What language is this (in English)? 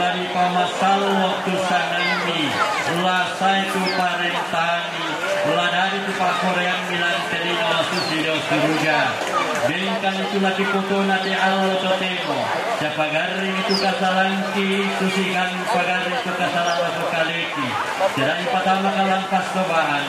Toraja-Sa'dan